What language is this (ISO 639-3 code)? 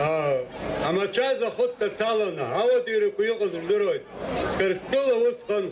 abk